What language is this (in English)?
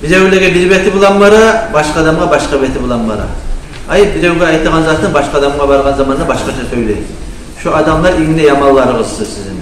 Kumyk